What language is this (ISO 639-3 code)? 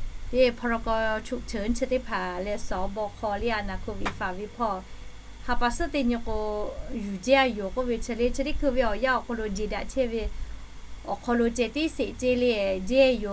lhu